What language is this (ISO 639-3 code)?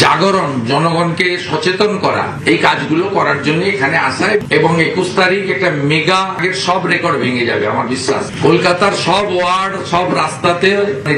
ben